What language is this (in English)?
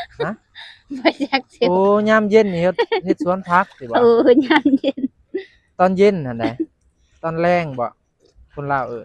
Northeastern Thai